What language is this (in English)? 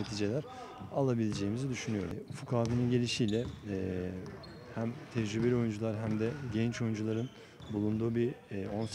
Turkish